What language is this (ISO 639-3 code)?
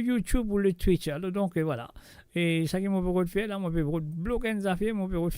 mfe